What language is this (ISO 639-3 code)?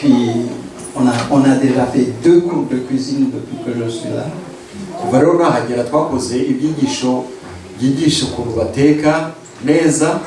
kin